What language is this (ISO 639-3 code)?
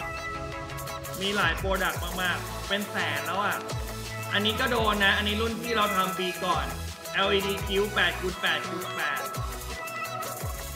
tha